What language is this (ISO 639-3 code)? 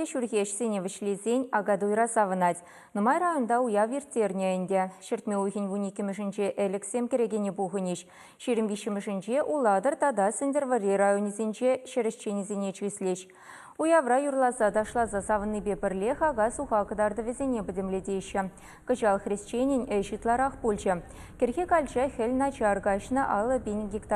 chv